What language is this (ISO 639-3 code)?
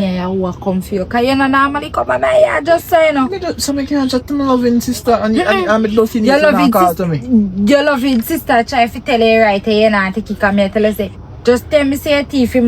jam